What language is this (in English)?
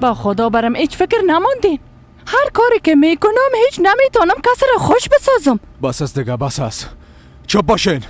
Persian